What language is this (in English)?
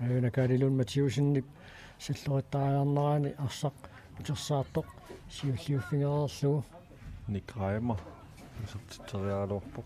Kalaallisut